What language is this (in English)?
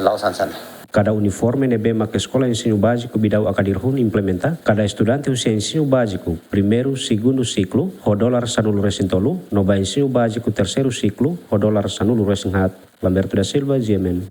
Tetum